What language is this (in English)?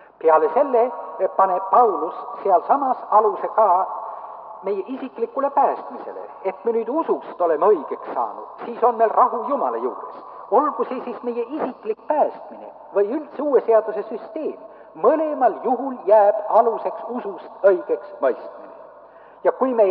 Estonian